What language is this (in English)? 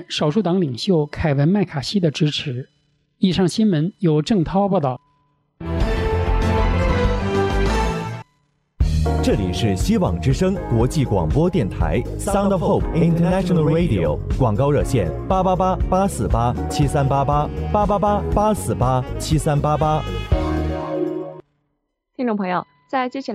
Chinese